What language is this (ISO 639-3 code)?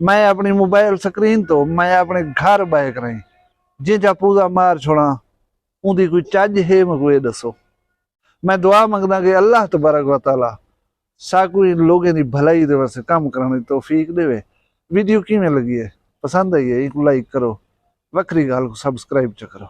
skr